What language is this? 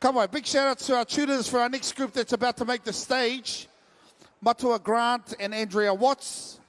Māori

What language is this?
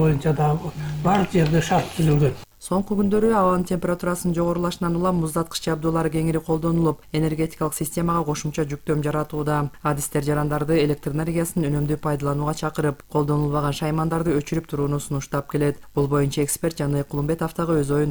Kyrgyz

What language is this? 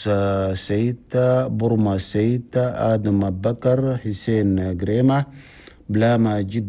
Chadian Arabic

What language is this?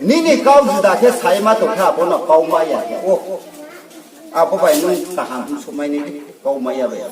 Riang (India)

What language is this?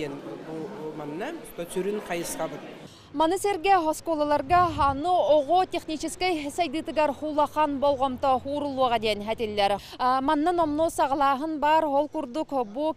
Yakut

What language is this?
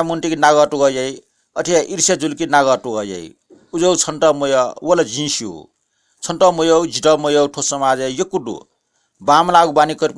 Newari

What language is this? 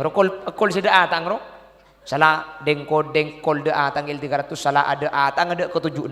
Madurese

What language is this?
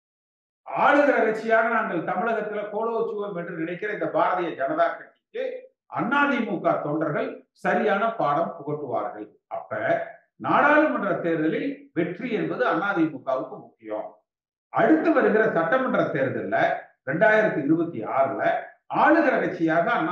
Tamil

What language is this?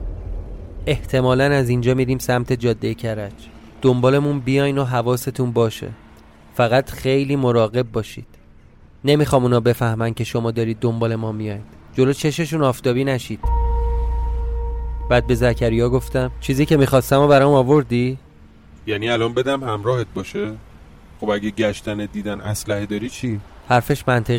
Persian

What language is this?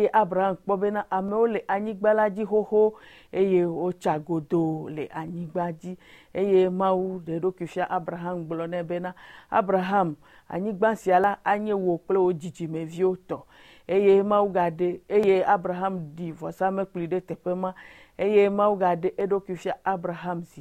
Ewe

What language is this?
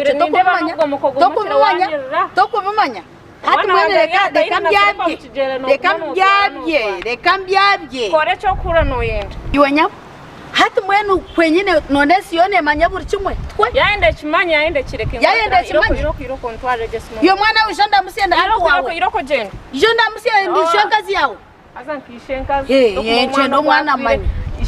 Nyankole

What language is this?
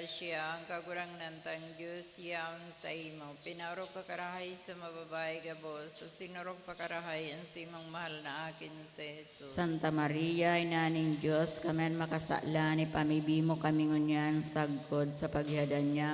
Bikol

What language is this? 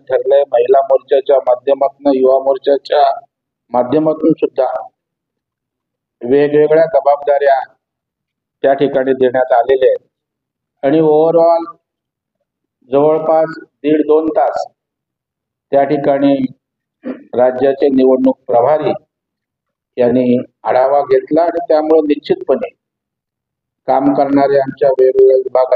Marathi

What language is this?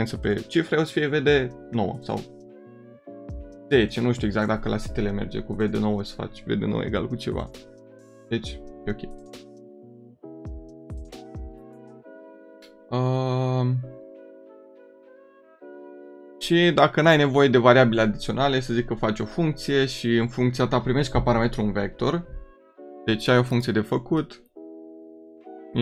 Romanian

